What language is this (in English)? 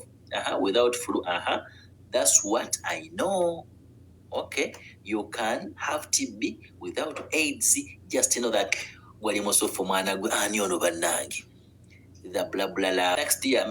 Ganda